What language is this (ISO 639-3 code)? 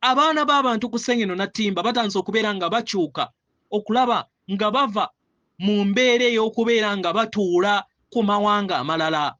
lug